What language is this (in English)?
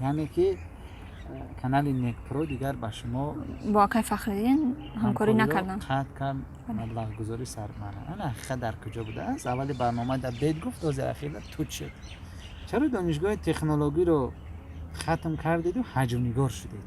Tajik